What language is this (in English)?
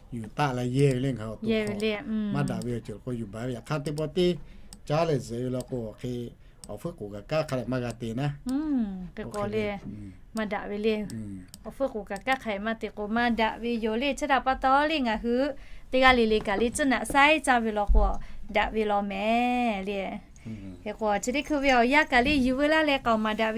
Lahu